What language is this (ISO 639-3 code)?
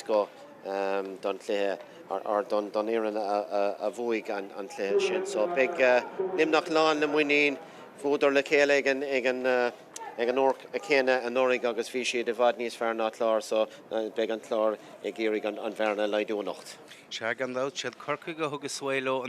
gle